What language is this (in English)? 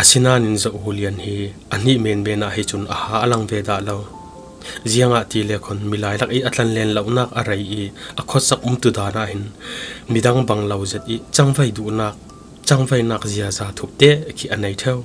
Falam Chin